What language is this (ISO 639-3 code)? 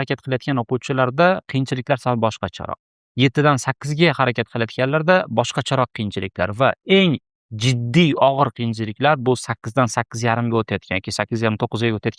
uzb